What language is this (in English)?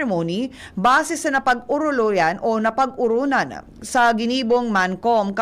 Bikol